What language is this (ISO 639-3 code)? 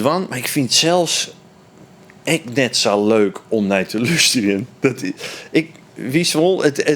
fry